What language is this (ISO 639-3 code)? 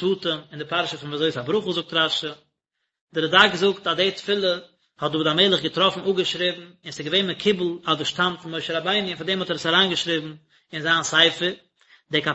yid